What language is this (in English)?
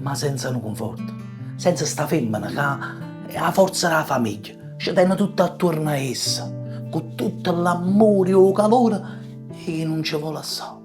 Neapolitan